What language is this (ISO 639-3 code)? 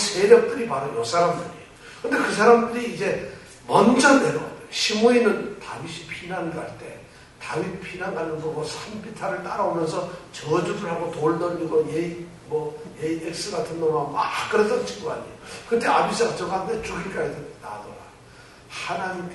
kor